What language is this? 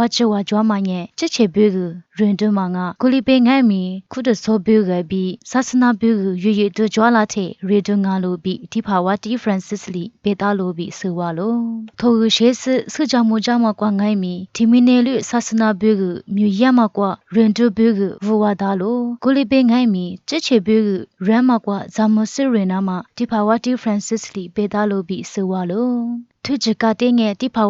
Lisu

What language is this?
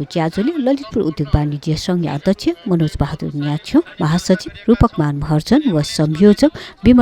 Newari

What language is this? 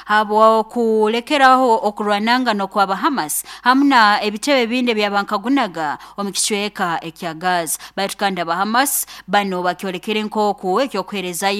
Nyoro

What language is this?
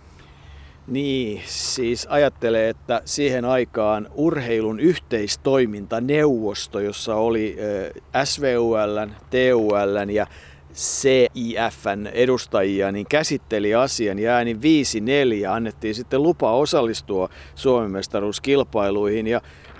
Finnish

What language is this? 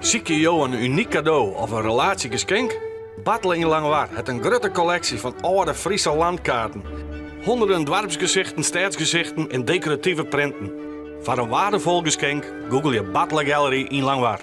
Western Frisian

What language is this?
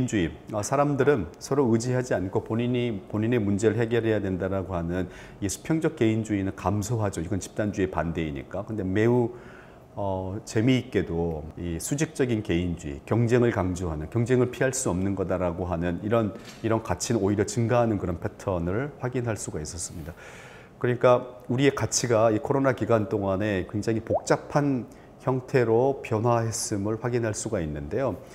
Korean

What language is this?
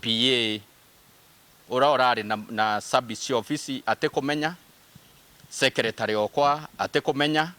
Meru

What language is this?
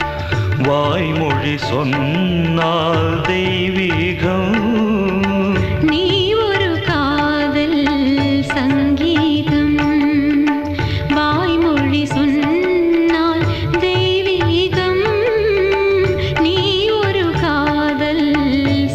Tamil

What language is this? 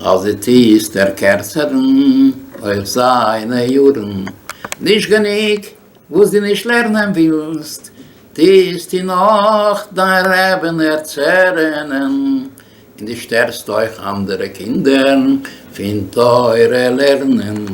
Yiddish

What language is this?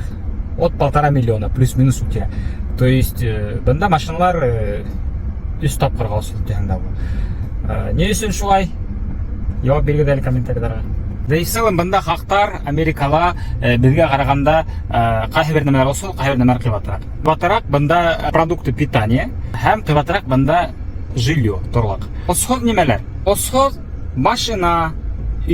Bashkir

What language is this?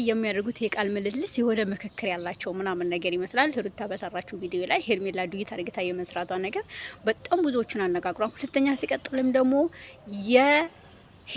Amharic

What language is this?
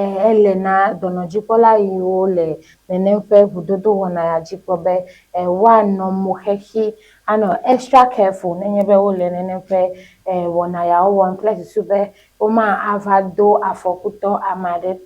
Ewe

